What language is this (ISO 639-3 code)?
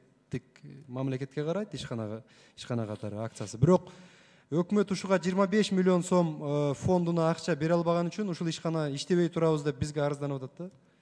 kir